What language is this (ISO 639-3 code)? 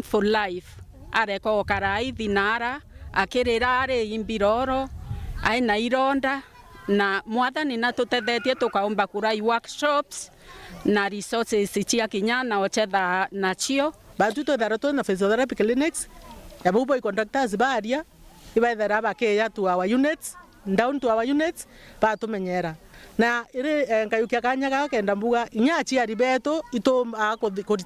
mer